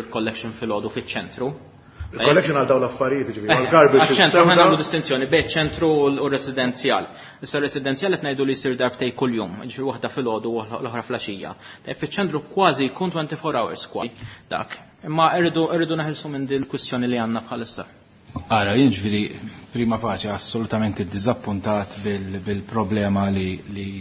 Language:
Maltese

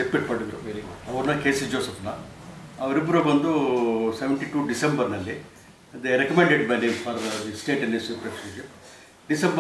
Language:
Kannada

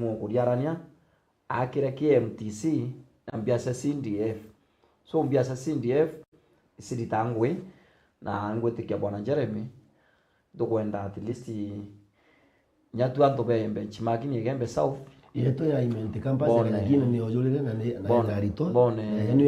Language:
Meru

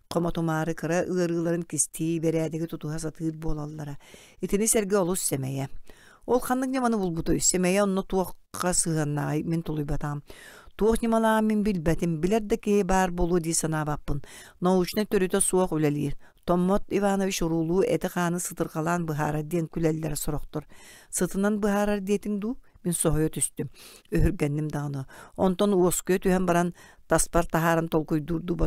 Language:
Yakut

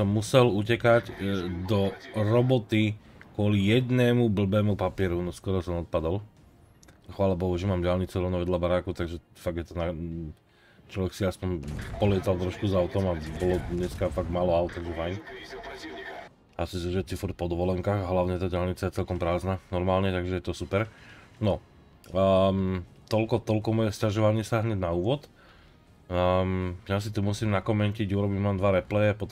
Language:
Slovak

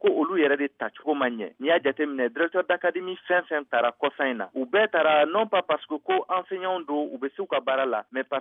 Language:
Bambara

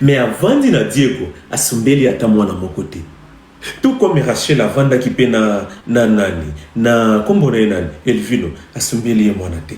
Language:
Lingala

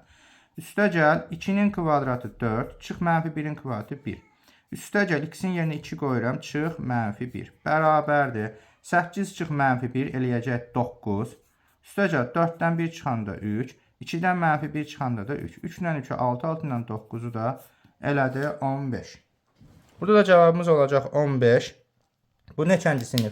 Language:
Azerbaijani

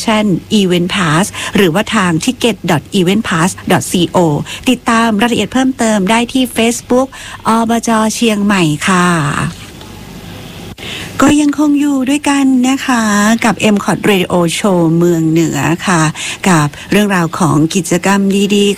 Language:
Thai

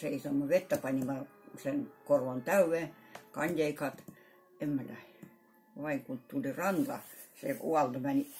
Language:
Karelian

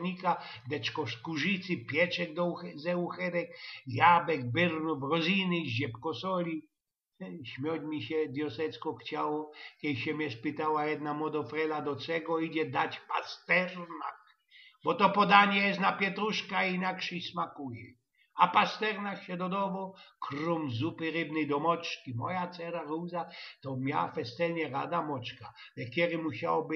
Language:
Silesian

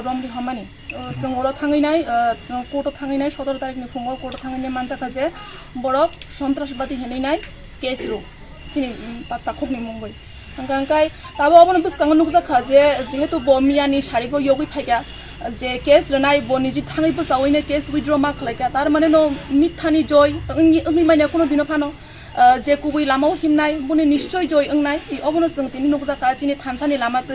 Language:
Kok Borok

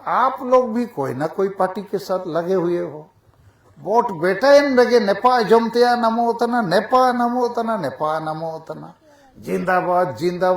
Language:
Santali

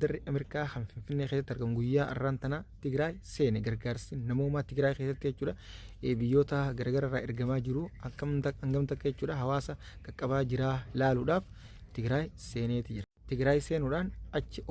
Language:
Oromo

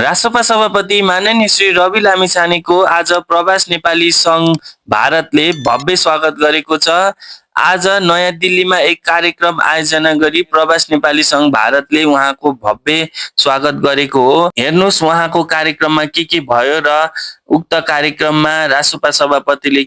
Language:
Nepali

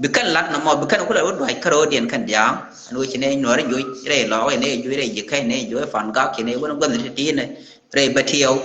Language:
Nuer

